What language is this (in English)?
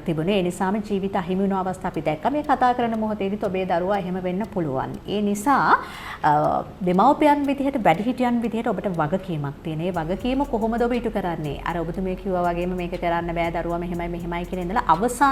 Sinhala